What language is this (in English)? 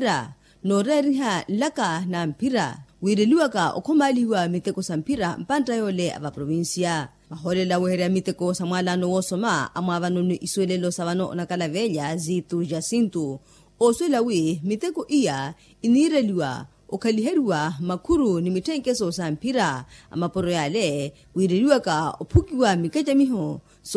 Makhuwa